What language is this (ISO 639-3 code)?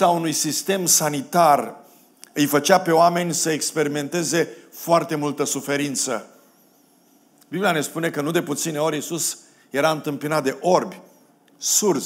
ron